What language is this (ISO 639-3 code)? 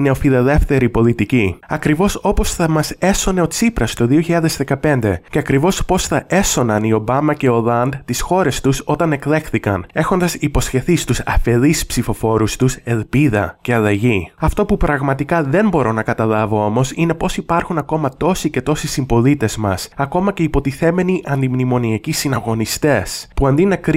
ell